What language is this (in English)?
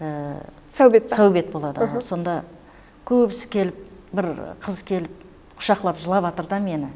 Kara-Kalpak